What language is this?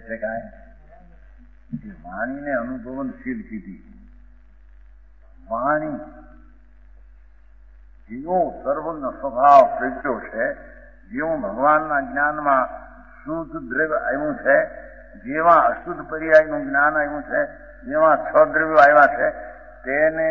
Gujarati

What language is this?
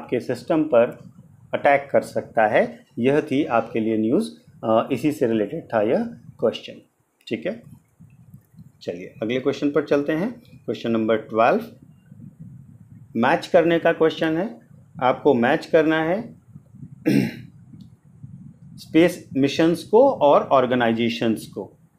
Hindi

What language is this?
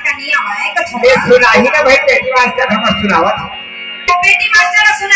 Chhattisgarhi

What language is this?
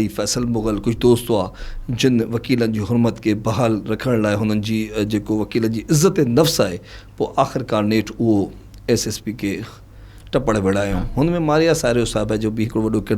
Sindhi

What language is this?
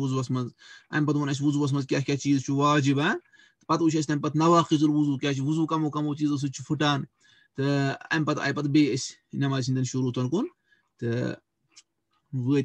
Kashmiri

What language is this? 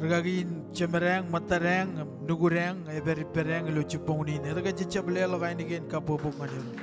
Marshallese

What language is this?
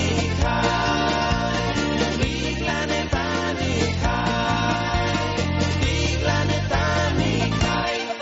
Basque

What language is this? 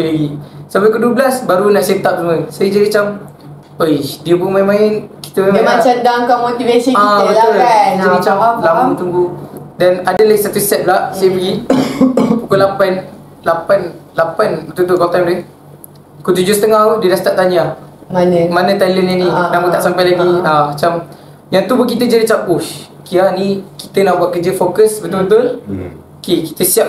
Malay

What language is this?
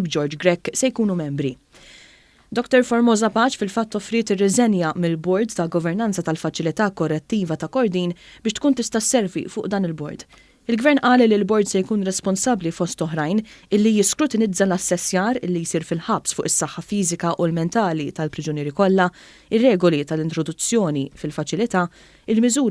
Maltese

